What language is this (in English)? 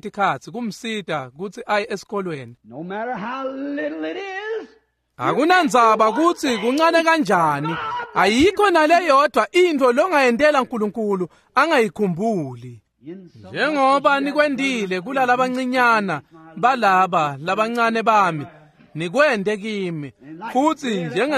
Swati